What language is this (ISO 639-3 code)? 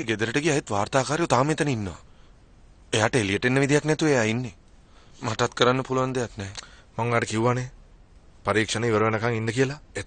sin